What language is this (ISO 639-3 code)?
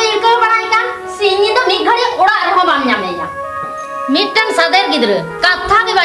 sat